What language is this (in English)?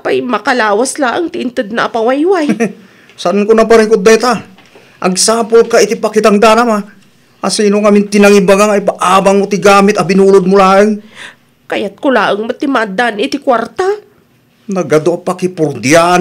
Iloko